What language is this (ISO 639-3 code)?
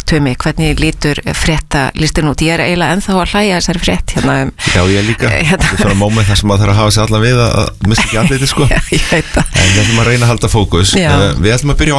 isl